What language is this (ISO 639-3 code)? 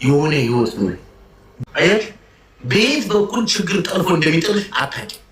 amh